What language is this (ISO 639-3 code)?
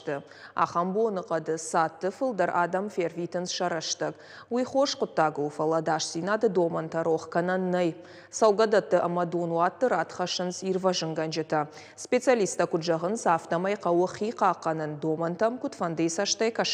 oss